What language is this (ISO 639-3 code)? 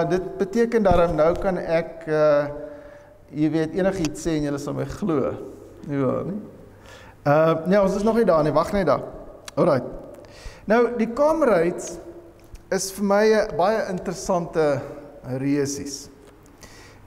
afr